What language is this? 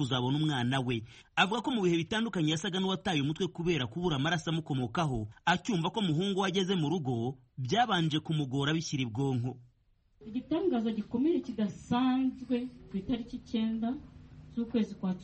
Kinyarwanda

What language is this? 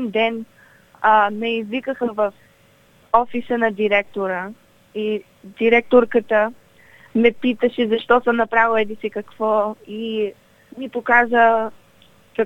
Bulgarian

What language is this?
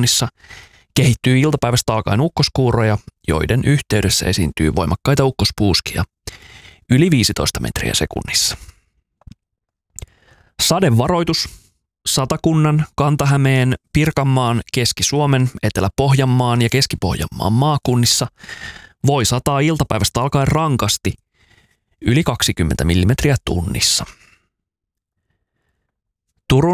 Finnish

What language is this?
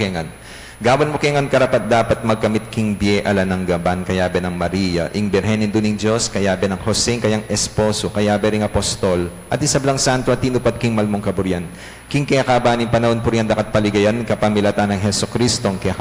Pampanga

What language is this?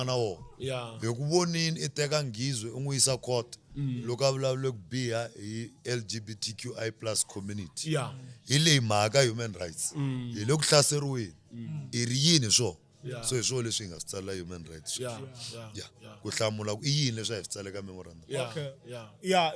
Tsonga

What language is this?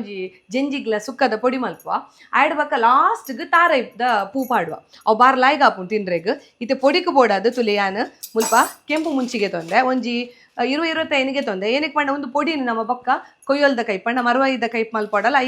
Tulu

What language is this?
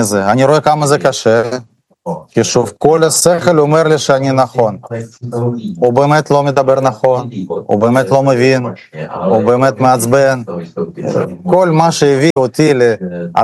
Hebrew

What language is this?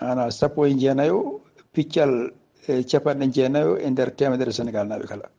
Fula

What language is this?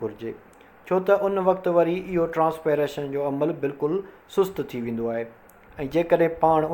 Sindhi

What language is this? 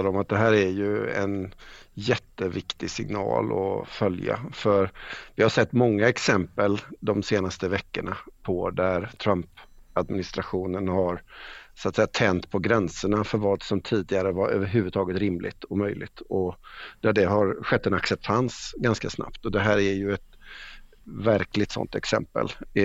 Swedish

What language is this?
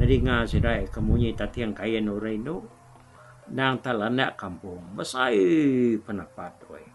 Iban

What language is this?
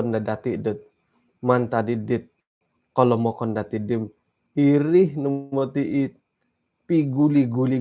Central Dusun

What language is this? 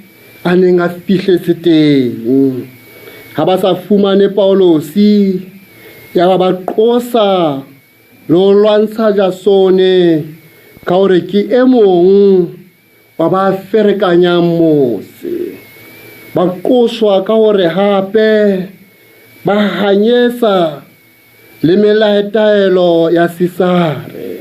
Southern Sotho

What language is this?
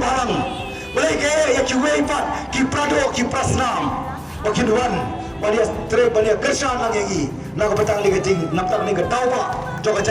Khasi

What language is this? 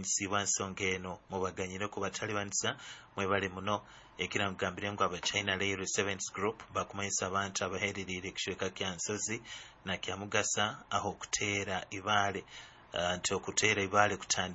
Nyoro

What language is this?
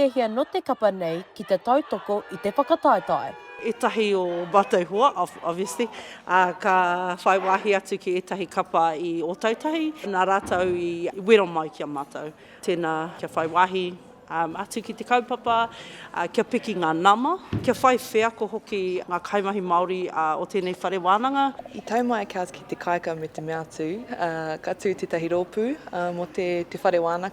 Māori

